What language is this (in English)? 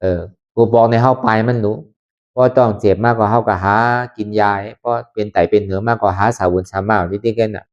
Lü